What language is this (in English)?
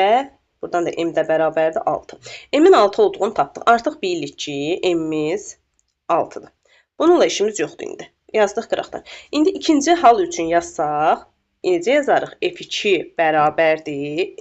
Azerbaijani